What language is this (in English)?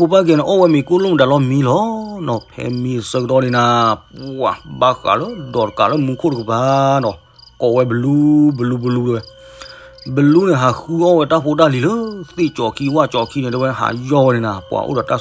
S'gaw Karen